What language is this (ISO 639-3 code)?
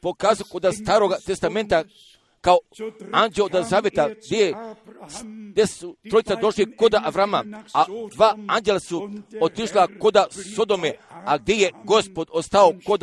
hrv